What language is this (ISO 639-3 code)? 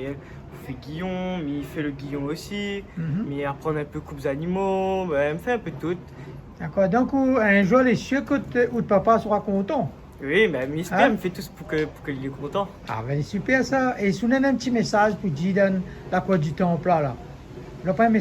rcf